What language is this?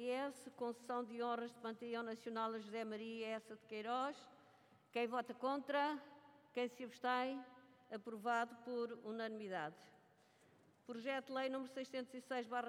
Portuguese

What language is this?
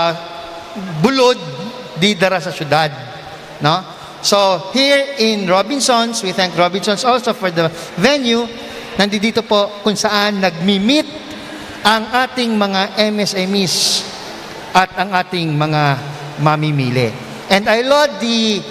Bikol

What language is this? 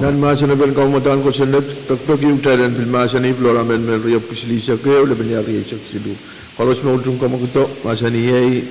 Pohnpeian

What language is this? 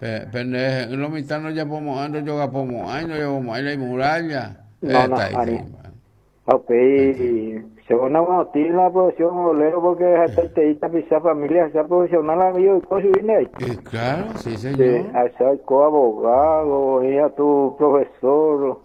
Guarani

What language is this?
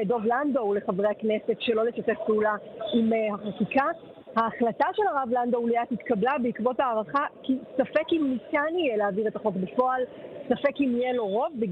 Hebrew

